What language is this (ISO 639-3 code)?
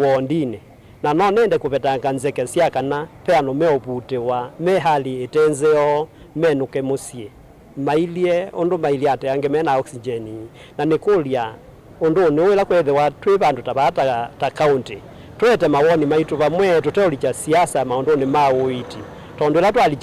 kam